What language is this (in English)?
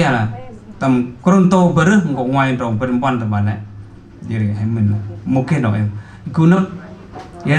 Central Mnong